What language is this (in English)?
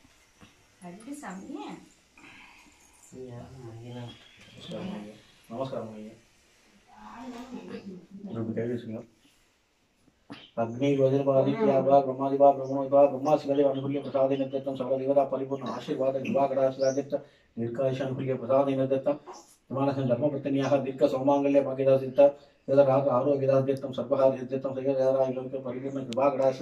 Tamil